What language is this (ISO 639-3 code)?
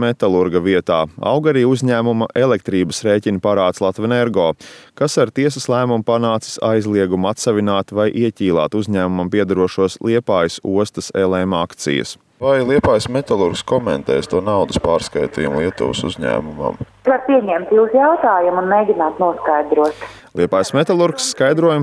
lav